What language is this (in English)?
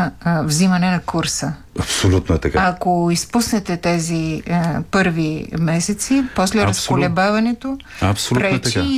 Bulgarian